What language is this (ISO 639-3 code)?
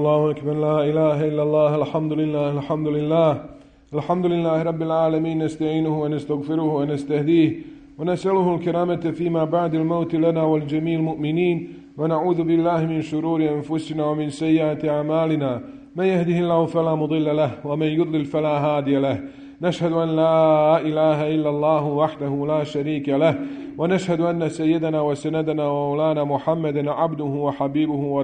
bos